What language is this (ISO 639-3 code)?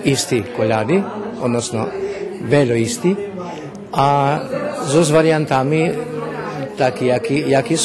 rue